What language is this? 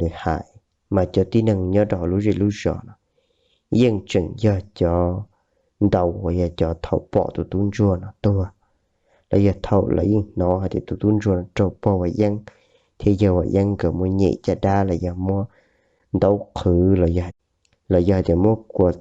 Hmong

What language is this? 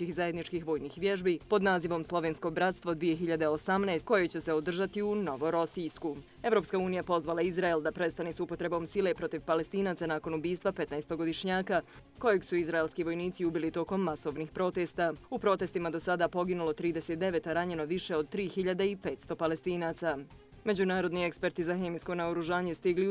Bosnian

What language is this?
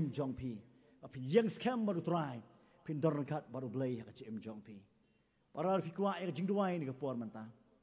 Khasi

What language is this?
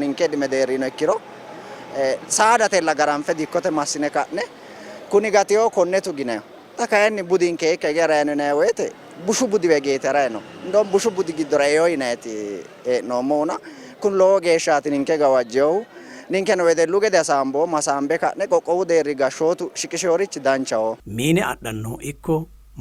Sidamo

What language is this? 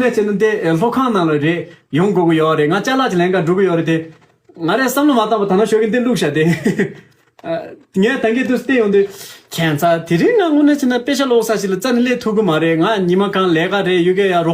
Tibetan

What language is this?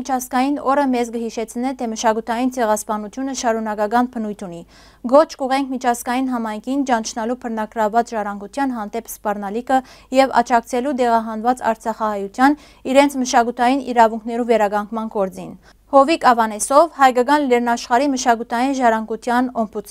Western Armenian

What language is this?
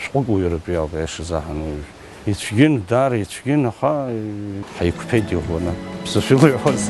Abkhazian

